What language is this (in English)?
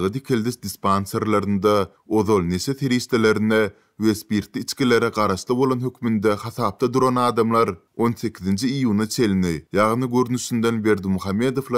Turkmen